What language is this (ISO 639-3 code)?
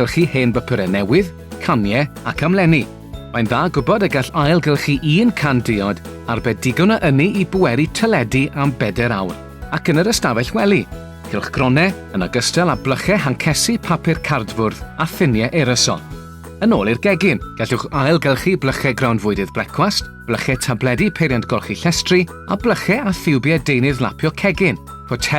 cym